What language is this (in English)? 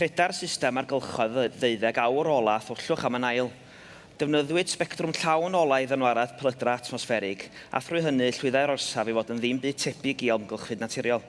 Welsh